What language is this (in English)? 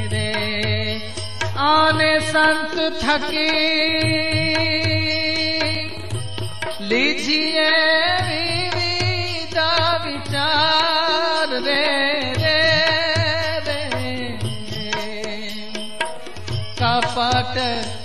Gujarati